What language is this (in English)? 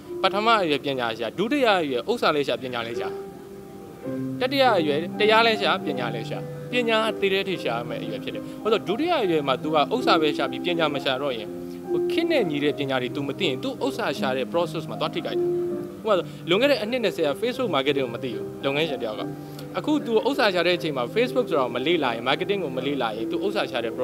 Burmese